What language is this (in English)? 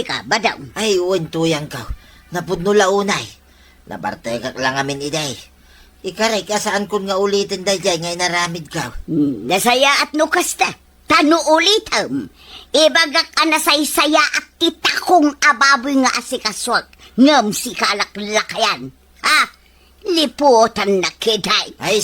Iloko